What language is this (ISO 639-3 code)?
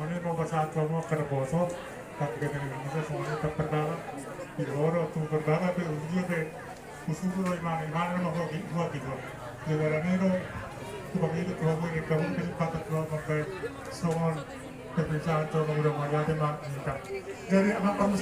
bbc